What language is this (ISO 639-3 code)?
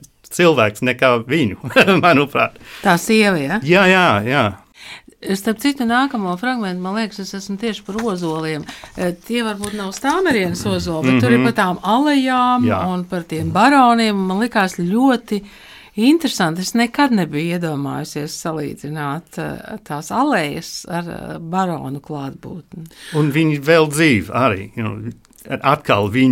lav